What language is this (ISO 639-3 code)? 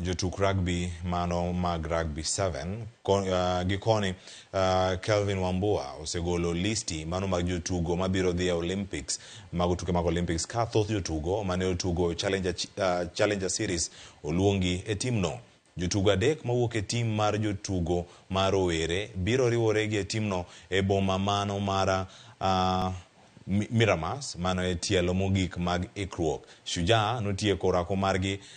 luo